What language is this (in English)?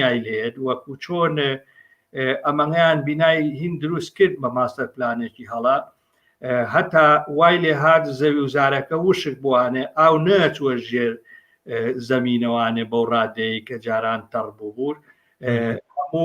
Central Kurdish